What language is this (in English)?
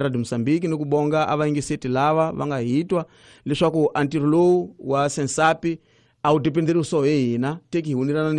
Tsonga